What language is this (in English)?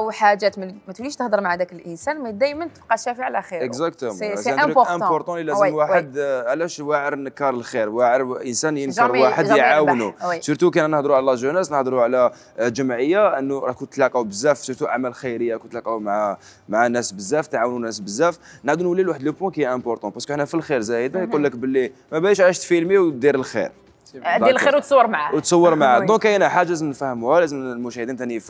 Algerian Arabic